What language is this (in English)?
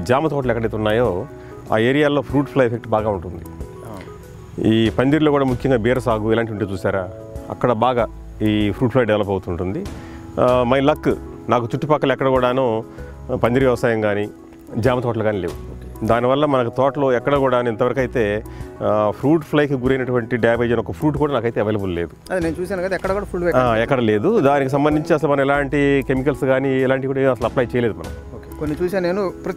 Telugu